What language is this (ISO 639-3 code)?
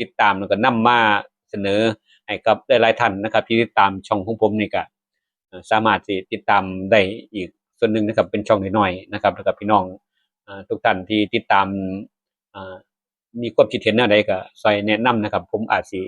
tts